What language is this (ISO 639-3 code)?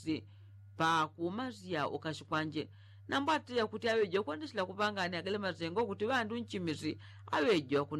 yao